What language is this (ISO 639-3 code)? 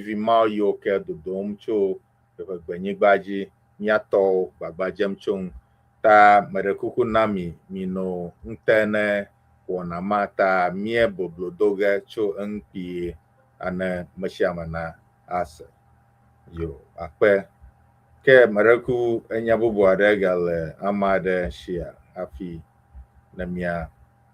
ewe